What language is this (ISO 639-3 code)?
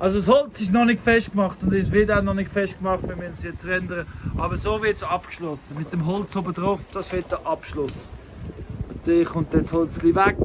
gsw